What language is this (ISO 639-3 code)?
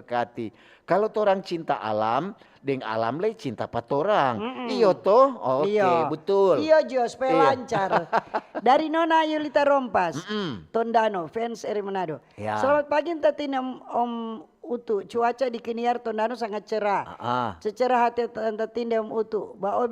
xmm